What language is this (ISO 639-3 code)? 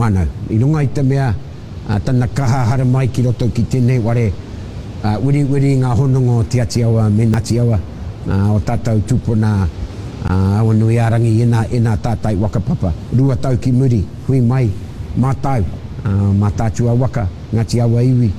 mri